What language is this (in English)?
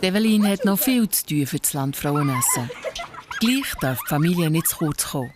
Swiss German